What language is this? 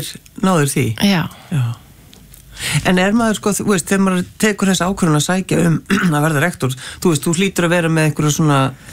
Icelandic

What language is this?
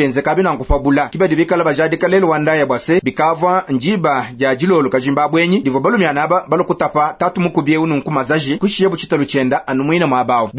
Luba-Lulua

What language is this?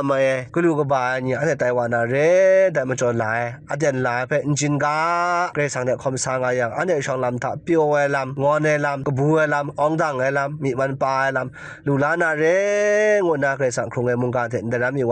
Kachin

